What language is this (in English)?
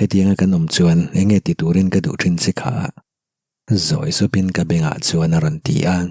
Mizo